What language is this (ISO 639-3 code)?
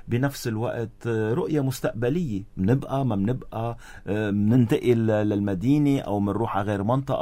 apc